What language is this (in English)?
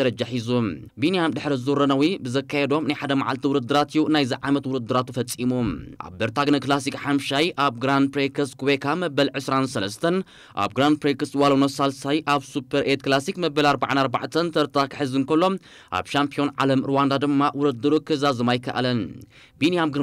Tigrinya